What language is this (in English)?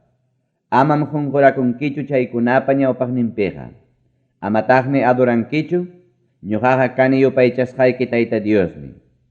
Ayacucho Quechua